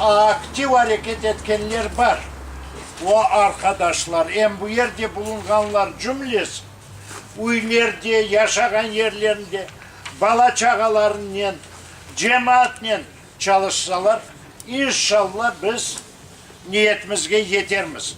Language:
Crimean Tatar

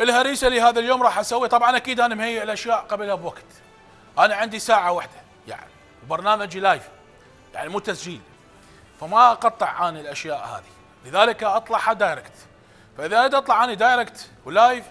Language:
Mesopotamian Arabic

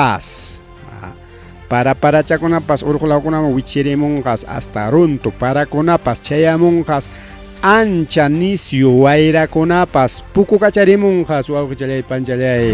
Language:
Ayacucho Quechua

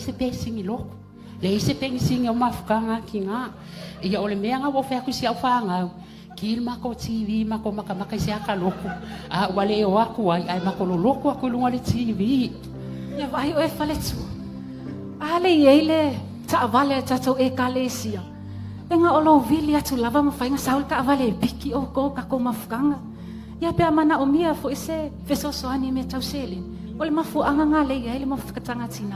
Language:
Samoan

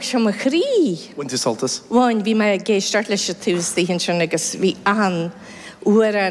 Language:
Irish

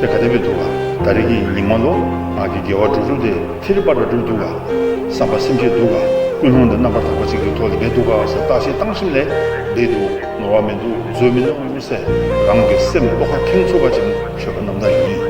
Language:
Tibetan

